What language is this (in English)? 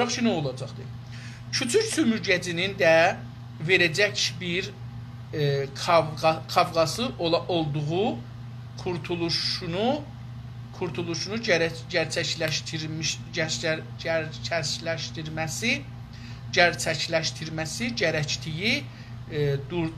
South Azerbaijani